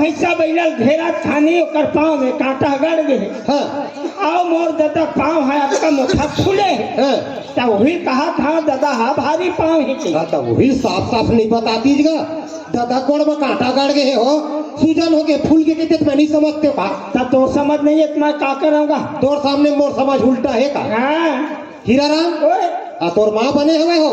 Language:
Chhattisgarhi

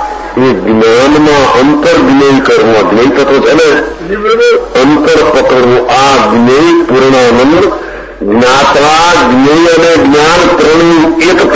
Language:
Gujarati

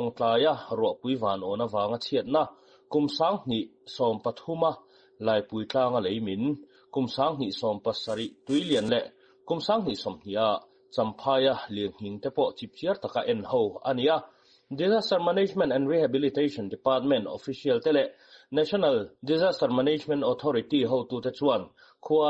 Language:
Mizo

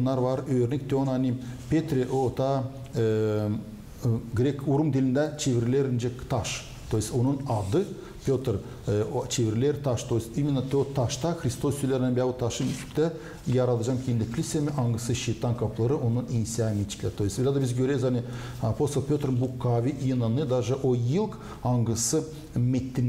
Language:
Gagauz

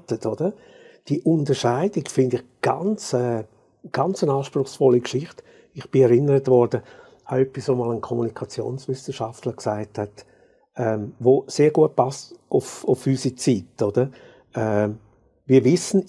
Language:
Swiss German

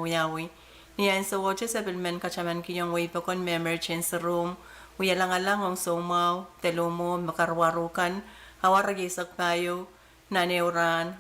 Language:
Pohnpeian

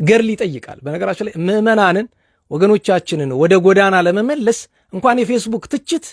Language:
Amharic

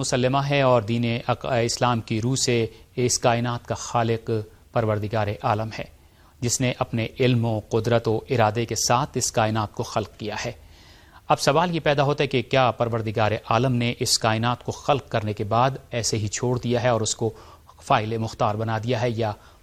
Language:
Urdu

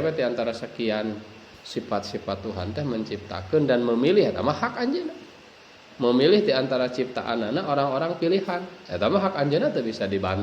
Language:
Sundanese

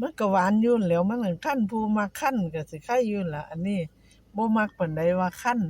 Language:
Northeastern Thai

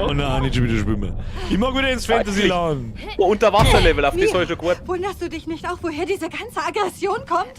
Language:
Bavarian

